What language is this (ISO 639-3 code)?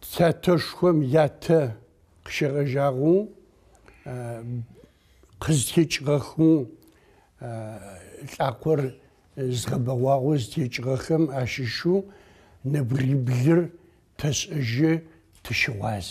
ady